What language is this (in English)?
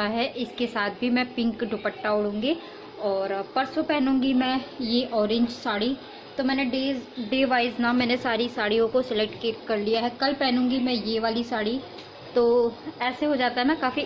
Hindi